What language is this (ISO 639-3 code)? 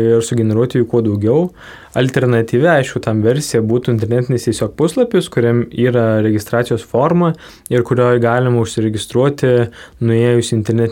lit